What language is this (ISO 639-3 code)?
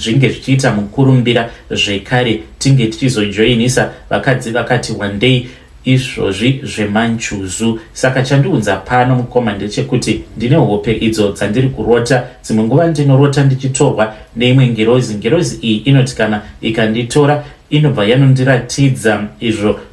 sna